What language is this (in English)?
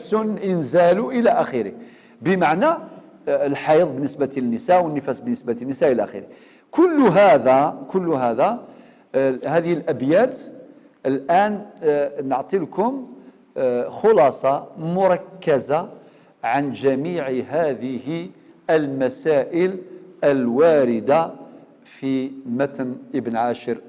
Algerian Arabic